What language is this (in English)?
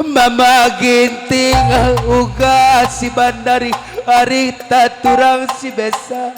Batak Karo